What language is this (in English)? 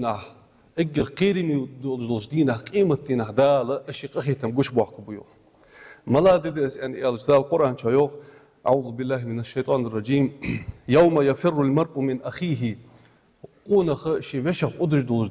Ingush